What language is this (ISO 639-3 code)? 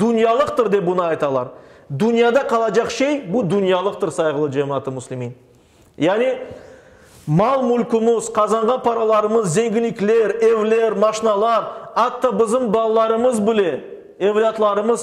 crh